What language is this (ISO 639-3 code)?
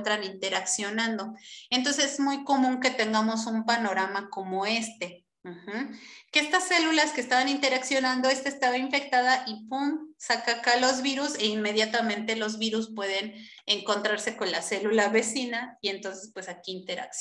spa